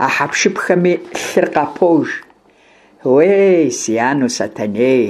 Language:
Kabardian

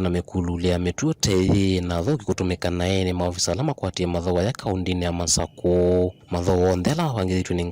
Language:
Kamba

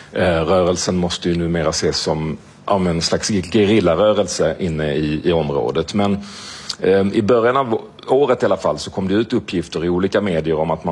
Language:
Swedish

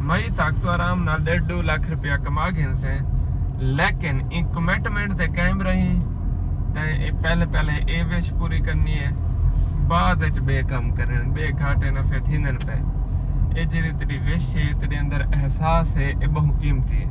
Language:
Saraiki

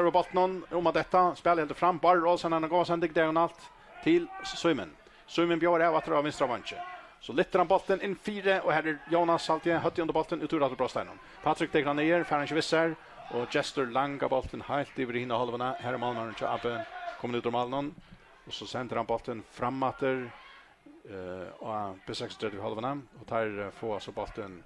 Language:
Faroese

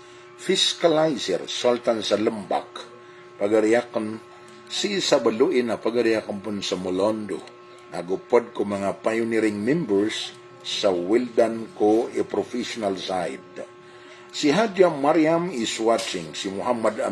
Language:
Maranao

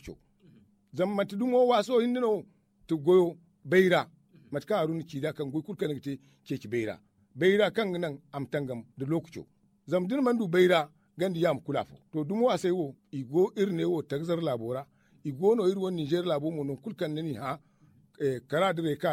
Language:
Zarma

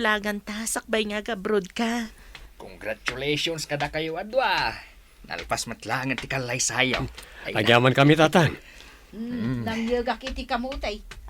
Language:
Iloko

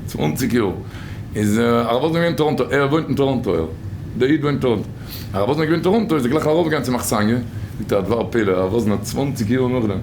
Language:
Yiddish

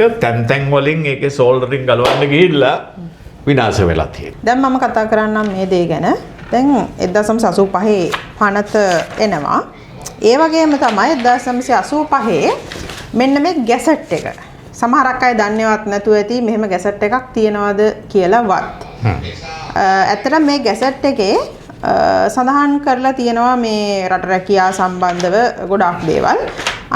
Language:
Sinhala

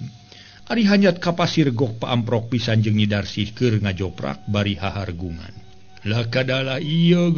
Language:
Sundanese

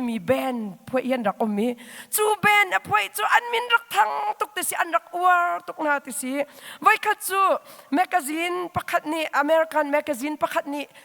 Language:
Hakha Chin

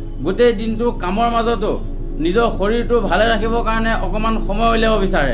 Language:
Assamese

